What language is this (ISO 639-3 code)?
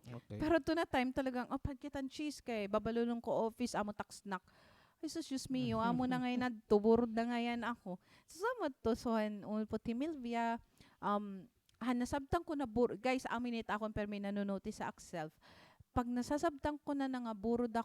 war